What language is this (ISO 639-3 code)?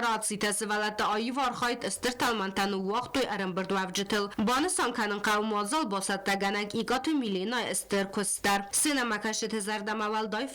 oss